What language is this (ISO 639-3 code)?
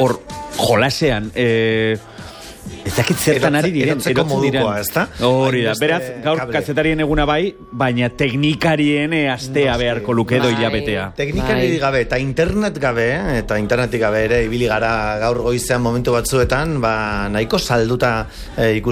eus